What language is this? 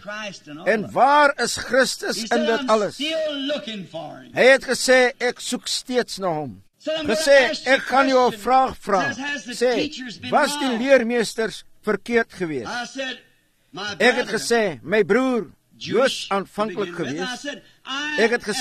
Afrikaans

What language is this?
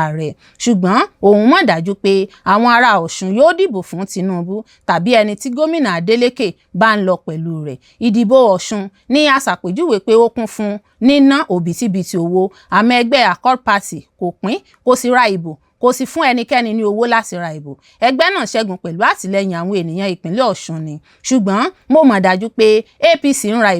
Yoruba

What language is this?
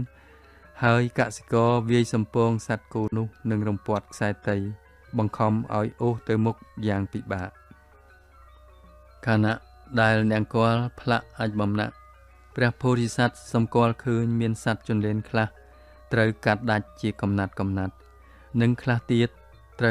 Khmer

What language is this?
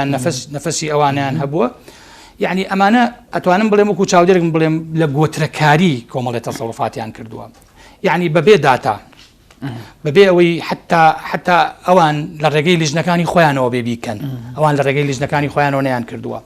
Central Kurdish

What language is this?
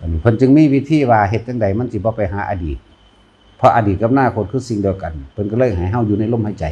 Lao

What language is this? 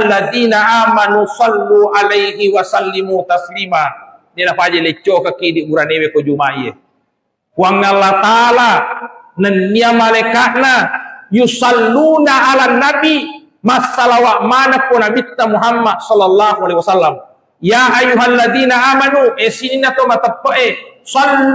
Buginese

